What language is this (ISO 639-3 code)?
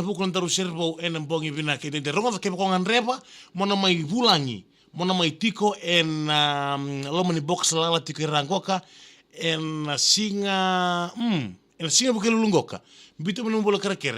fij